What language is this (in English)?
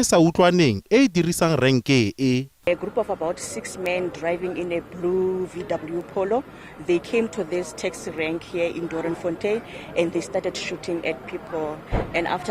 Tswana